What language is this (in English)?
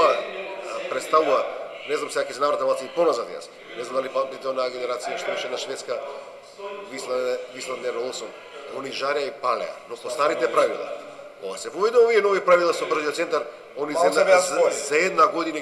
Macedonian